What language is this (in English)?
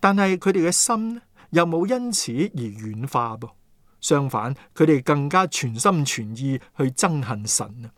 Cantonese